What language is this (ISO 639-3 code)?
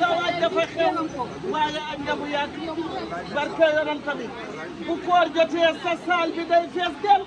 wol